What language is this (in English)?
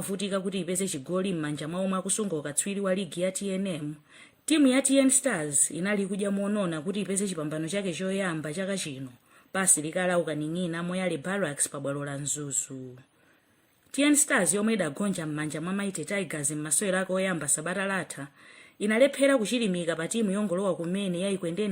Nyanja